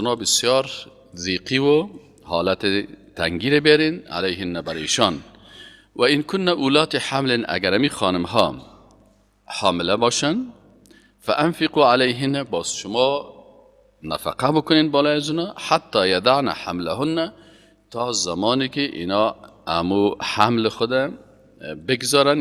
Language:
Persian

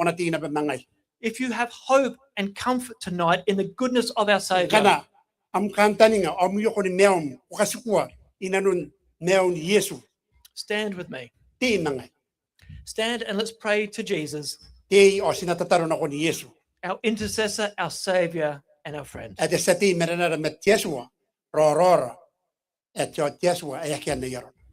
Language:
Gilbertese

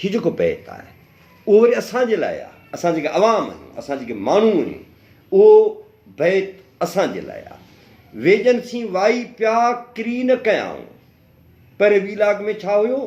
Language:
Sindhi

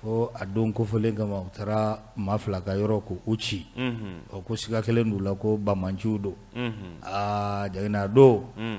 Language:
Bambara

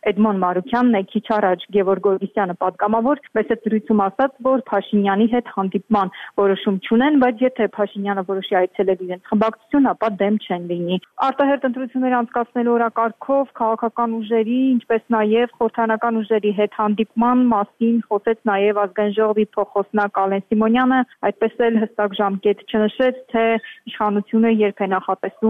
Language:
Armenian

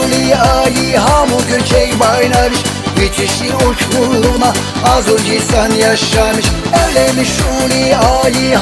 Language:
Tabassaran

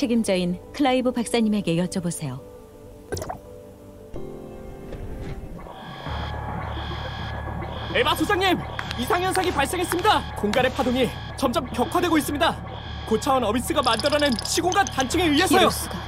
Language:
Korean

